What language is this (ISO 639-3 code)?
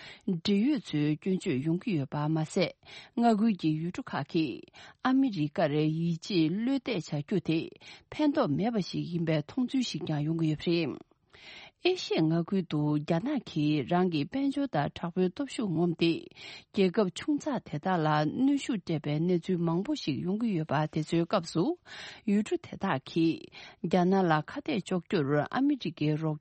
bod